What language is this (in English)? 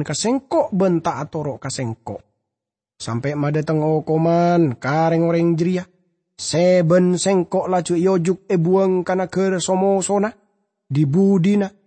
Madurese